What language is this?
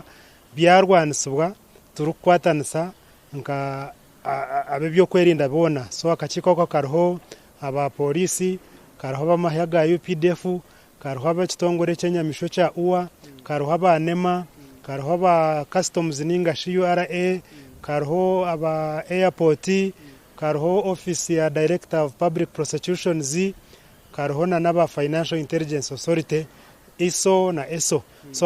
Nyankole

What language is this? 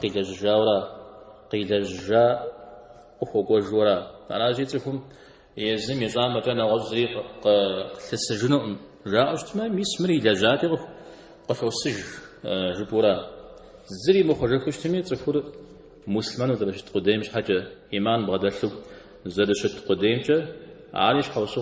Kabardian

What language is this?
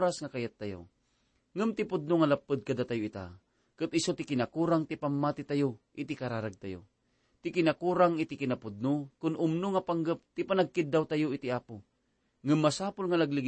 Iloko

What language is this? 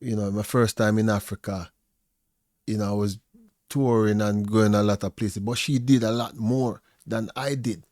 Jamaican Creole English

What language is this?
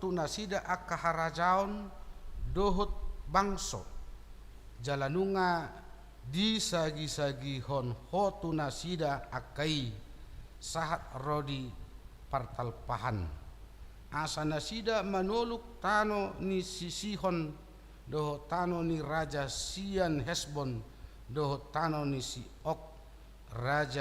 Batak Toba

